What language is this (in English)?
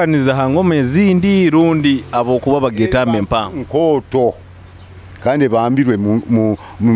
Nyoro